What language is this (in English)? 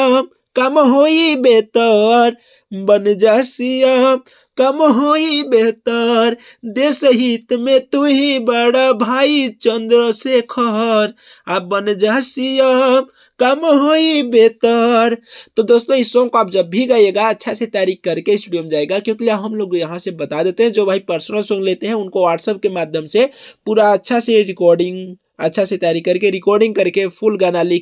Bhojpuri